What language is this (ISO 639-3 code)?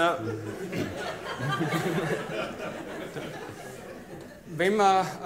deu